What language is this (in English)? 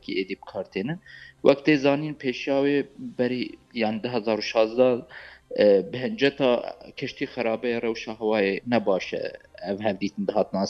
Kurdish